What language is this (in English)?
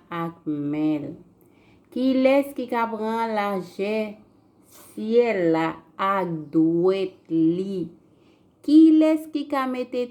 Haitian Creole